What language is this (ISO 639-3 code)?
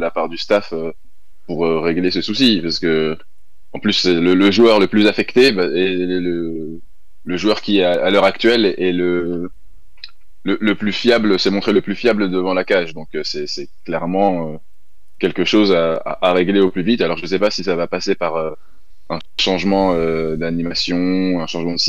fra